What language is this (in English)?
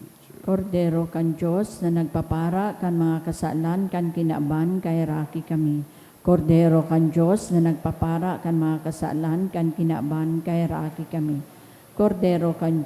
Bikol